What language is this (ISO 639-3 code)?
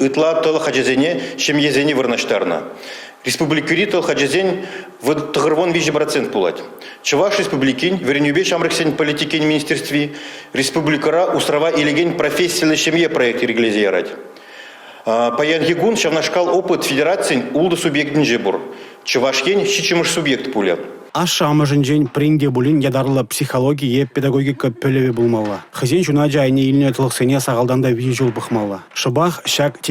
chv